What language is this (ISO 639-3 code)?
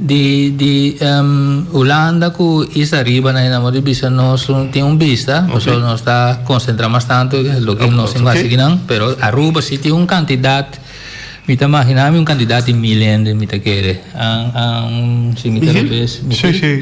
pap